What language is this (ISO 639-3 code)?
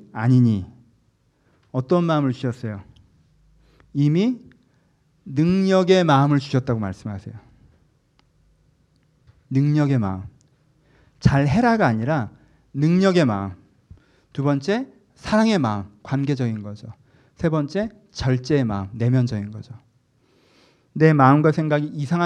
kor